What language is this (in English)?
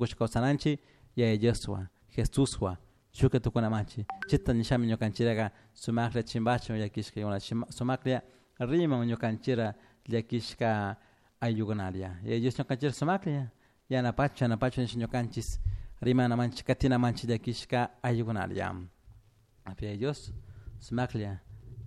Chimborazo Highland Quichua